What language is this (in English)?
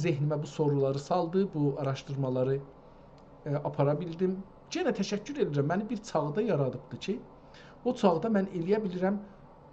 South Azerbaijani